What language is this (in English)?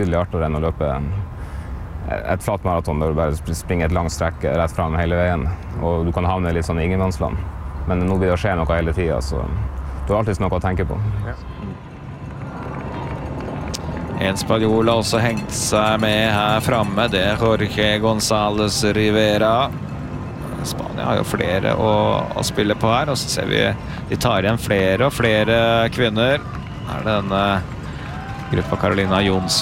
Norwegian